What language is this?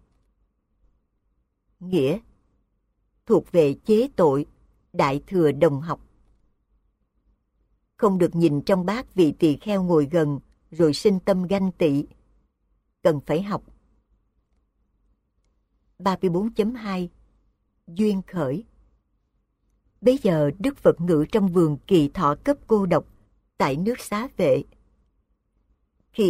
Vietnamese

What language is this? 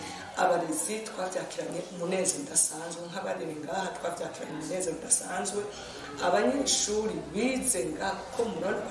Rundi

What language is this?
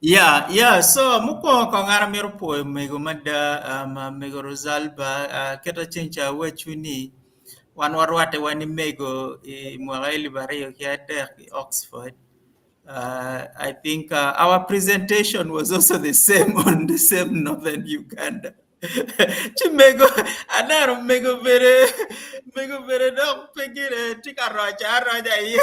Acoli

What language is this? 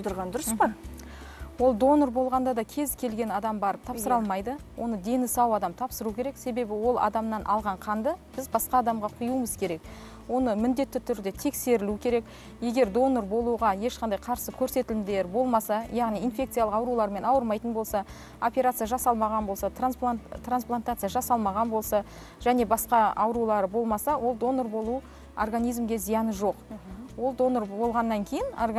Kazakh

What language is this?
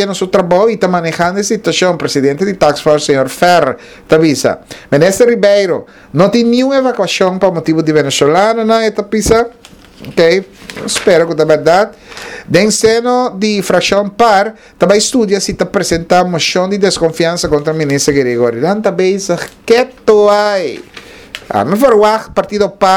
Papiamento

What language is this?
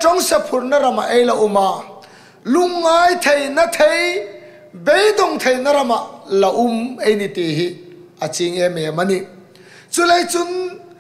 Hmar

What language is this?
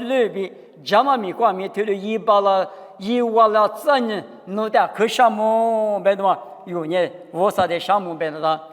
Lisu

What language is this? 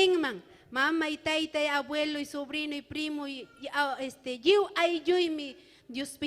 Ayacucho Quechua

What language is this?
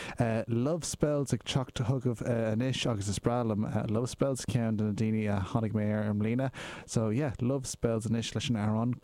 Irish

